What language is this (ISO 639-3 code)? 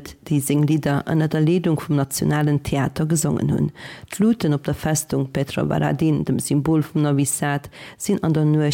ltz